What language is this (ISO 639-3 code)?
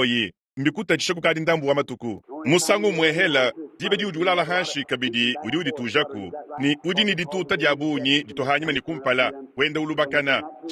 lua